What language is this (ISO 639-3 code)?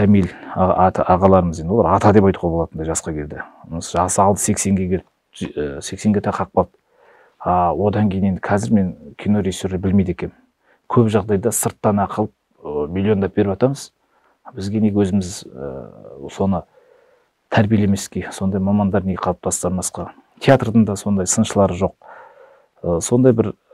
kaz